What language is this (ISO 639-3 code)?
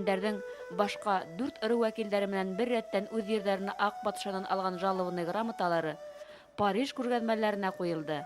bak